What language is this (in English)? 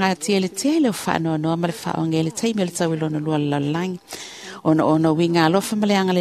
Samoan